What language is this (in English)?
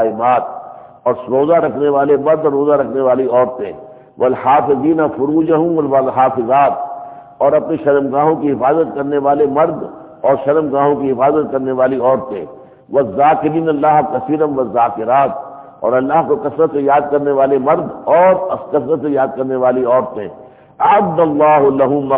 Urdu